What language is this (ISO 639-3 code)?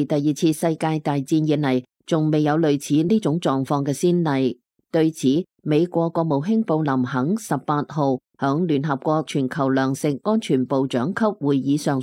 yue